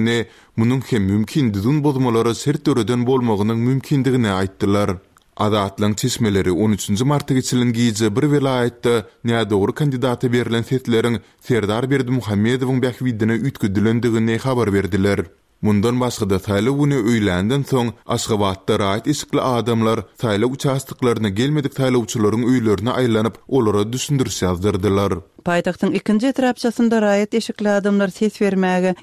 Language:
Turkmen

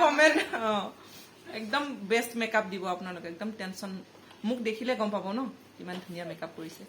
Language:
Assamese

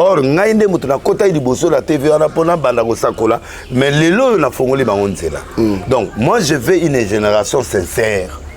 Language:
Lingala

